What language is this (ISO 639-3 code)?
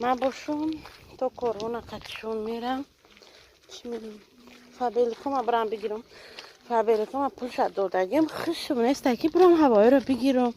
tgk